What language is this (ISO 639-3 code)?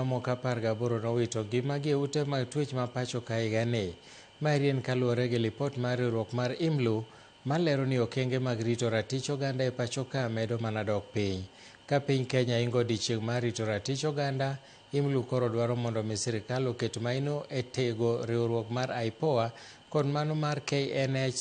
luo